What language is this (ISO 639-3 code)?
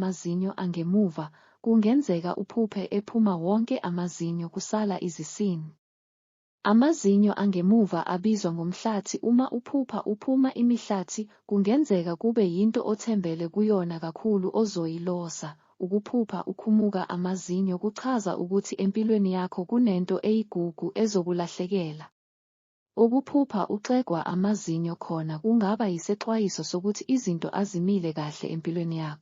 zul